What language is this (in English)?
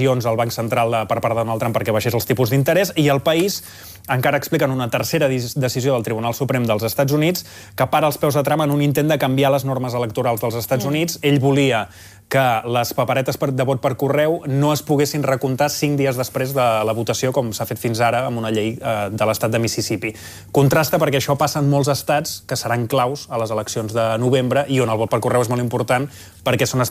Catalan